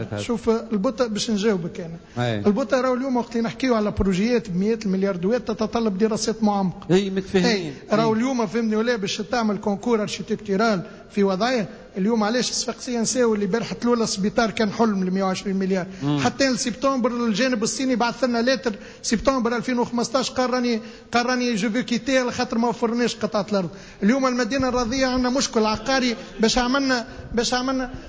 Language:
Tunisian Arabic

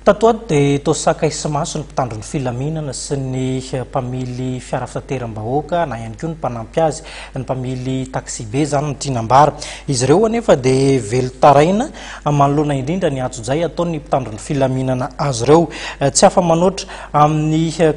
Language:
Malagasy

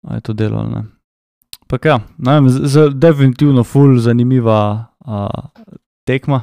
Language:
Slovenian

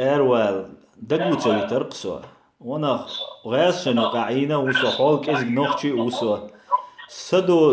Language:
Chechen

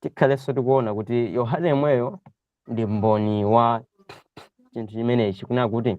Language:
Nyanja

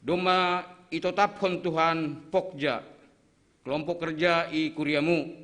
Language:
Batak Simalungun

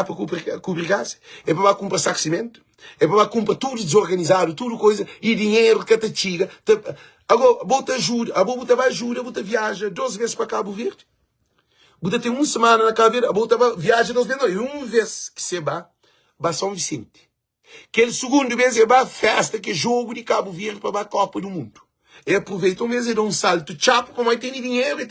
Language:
Kabuverdianu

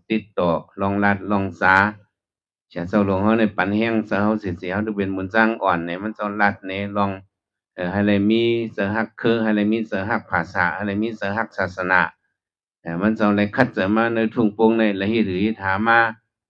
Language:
Shan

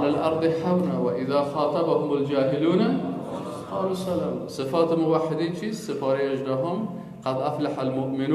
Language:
Persian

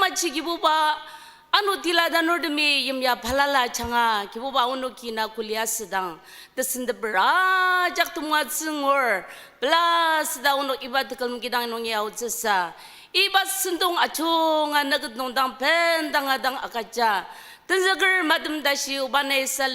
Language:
Ao Naga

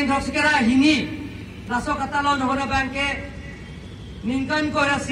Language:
Karbi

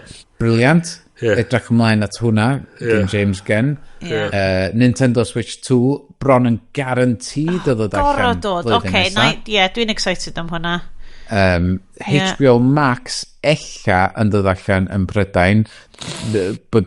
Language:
Welsh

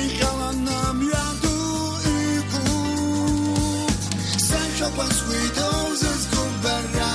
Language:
Abkhazian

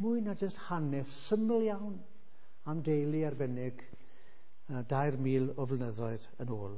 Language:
Welsh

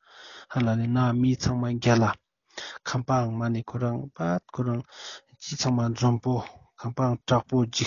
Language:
Ladakhi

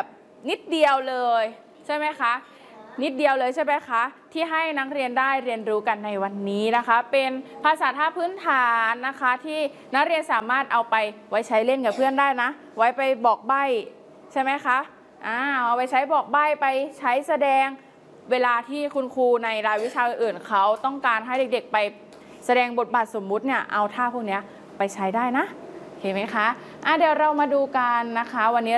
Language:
Thai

